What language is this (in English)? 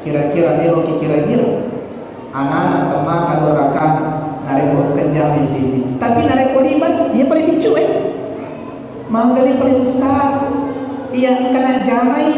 Buginese